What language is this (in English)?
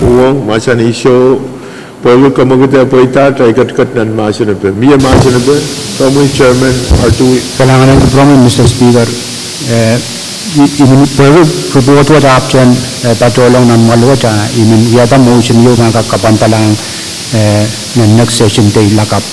Pohnpeian